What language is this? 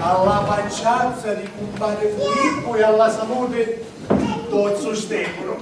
Sicilian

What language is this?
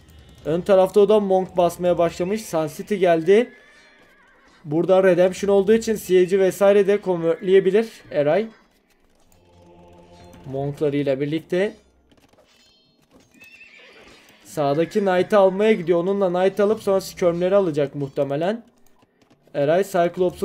Turkish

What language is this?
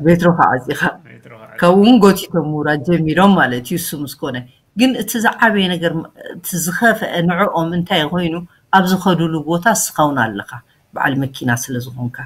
Tigrinya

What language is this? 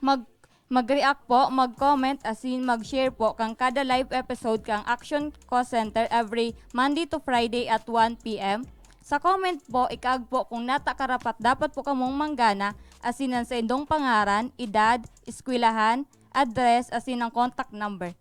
Bikol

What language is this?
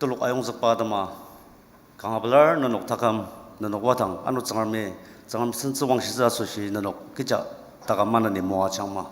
Ao Naga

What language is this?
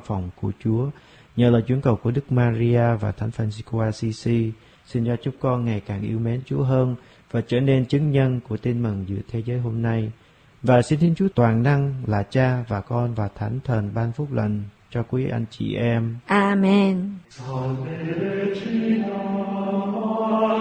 Vietnamese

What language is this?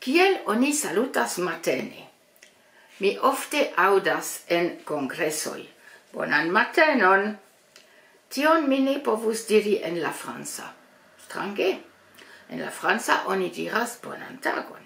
Esperanto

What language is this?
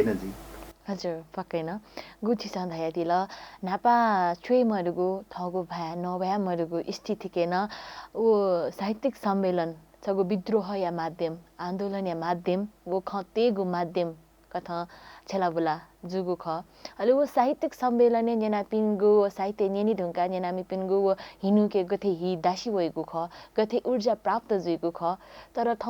Newari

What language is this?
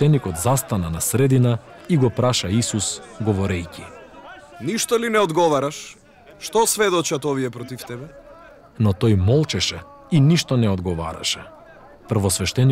Macedonian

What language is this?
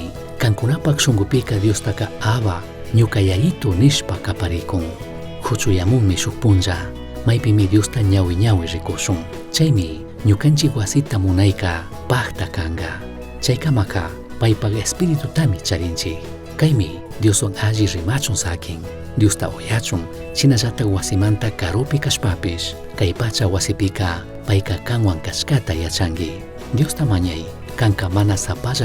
Chimborazo Highland Quichua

